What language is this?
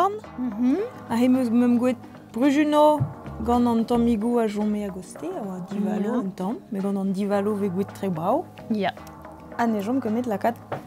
Breton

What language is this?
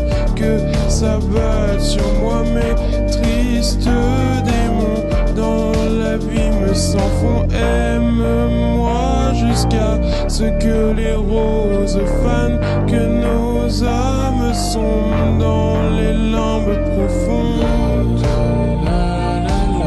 French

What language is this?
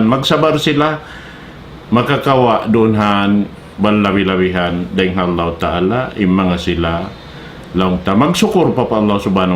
Tausug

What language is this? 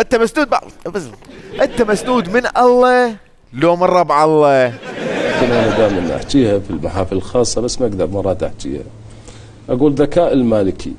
Mesopotamian Arabic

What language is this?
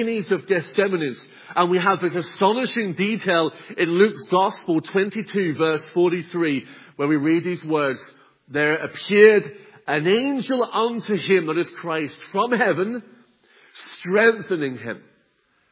English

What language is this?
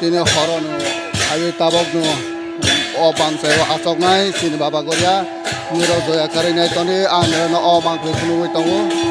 Kok Borok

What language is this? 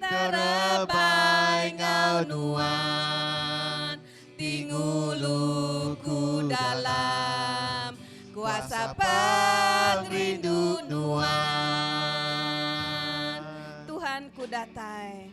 Iban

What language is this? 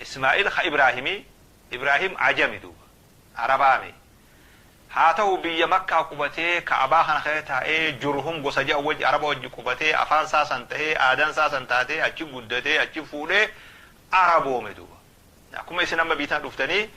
Oromo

